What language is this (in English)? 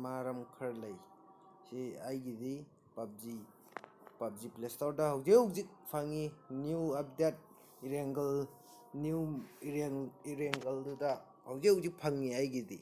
Manipuri